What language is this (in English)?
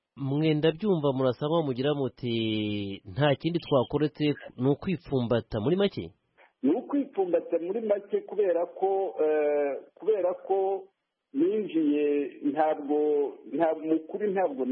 Kinyarwanda